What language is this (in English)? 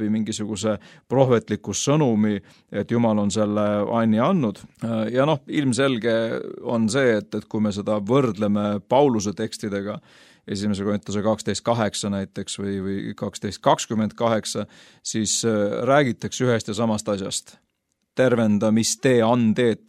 Estonian